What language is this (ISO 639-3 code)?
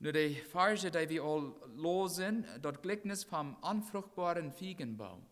pdt